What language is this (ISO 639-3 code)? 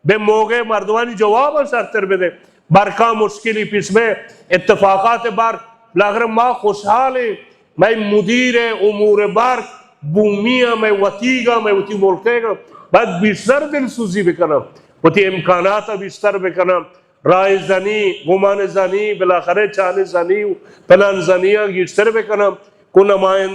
bal